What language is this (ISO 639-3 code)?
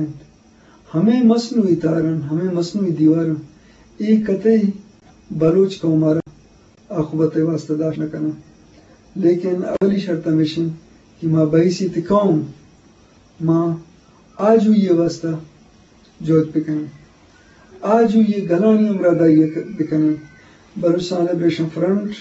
bgp